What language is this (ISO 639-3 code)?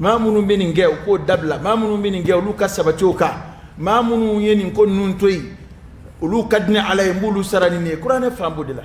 dyu